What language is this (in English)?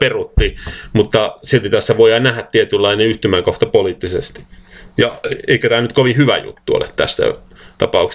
Finnish